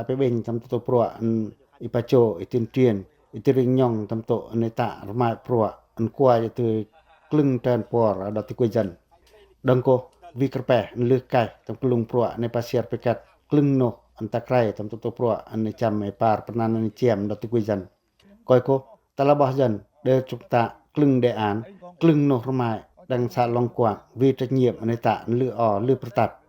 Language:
Pacoh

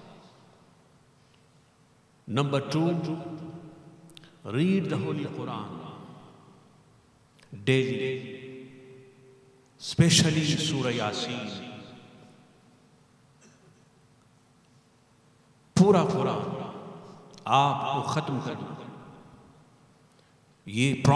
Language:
Urdu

